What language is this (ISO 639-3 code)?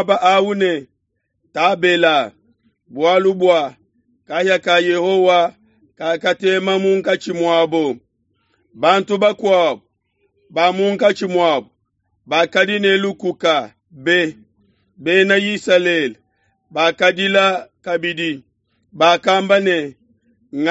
lua